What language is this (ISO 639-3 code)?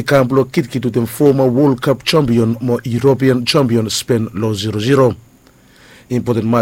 bis